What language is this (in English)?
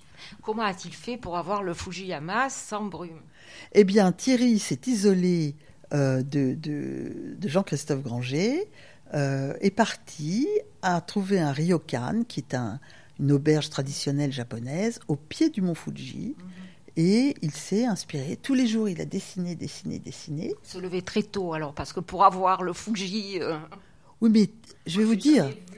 French